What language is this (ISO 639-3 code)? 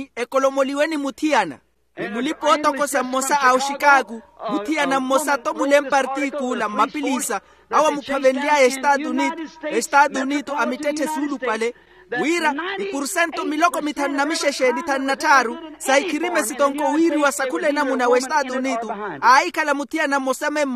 vmw